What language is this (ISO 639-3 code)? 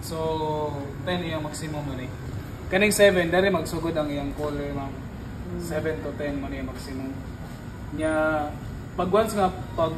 ceb